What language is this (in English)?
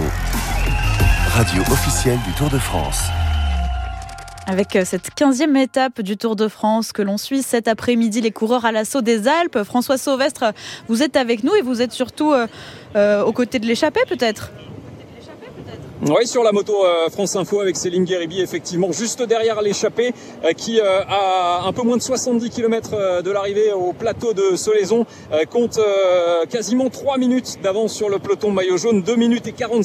French